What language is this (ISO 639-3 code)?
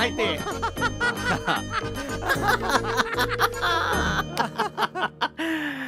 mar